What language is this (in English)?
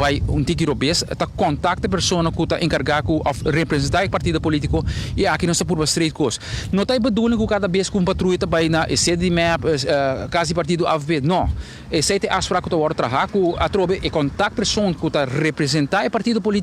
Papiamento